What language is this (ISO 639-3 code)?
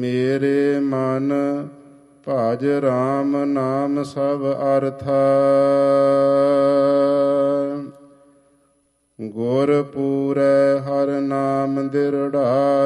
pan